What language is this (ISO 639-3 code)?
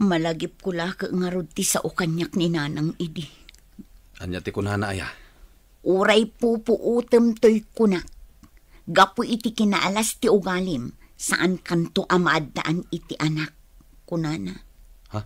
ilo